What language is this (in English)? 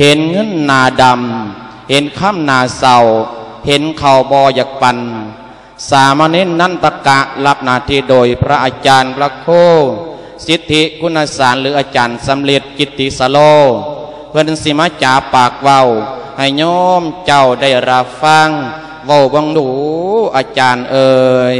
Lao